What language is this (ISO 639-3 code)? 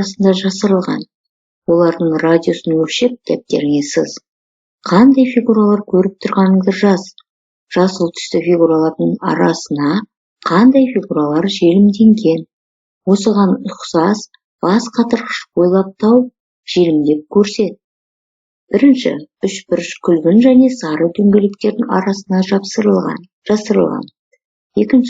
kaz